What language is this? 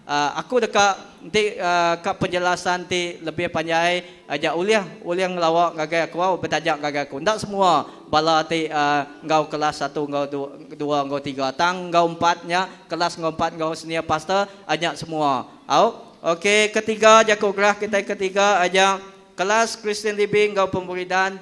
Iban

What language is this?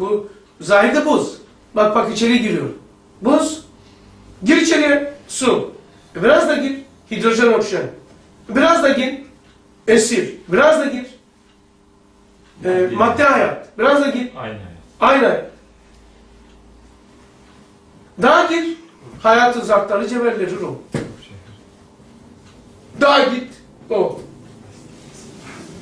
Turkish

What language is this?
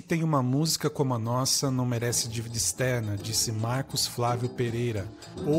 Portuguese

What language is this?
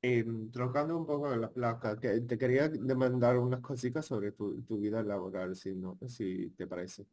Ladino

